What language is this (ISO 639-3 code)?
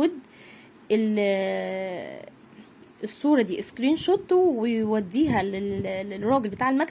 arz